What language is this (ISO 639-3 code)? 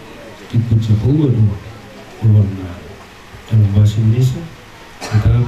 bbc